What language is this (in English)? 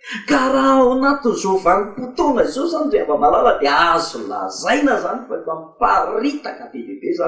Malagasy